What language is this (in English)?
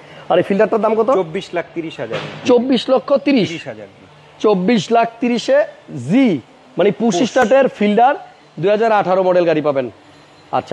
Bangla